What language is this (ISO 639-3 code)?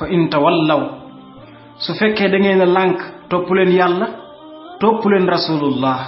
wol